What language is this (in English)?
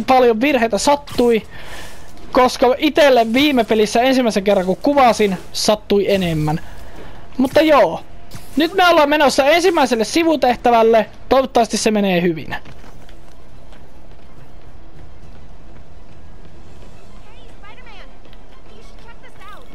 Finnish